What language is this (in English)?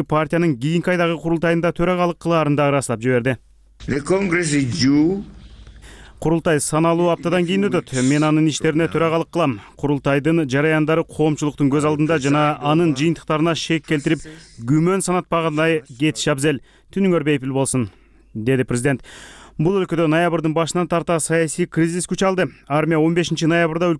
Kyrgyz